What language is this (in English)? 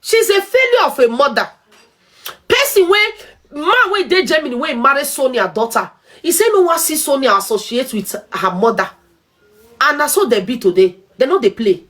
Nigerian Pidgin